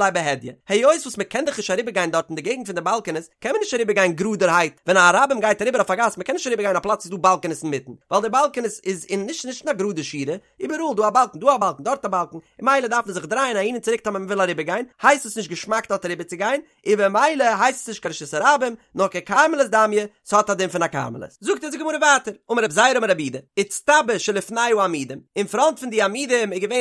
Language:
Yiddish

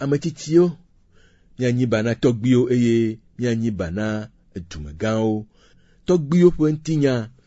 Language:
Ewe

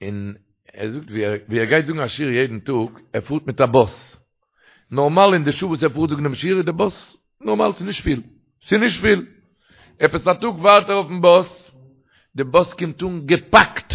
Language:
Yiddish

